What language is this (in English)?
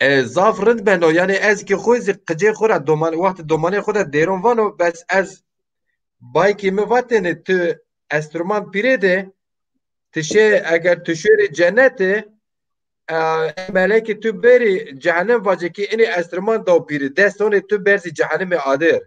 Zaza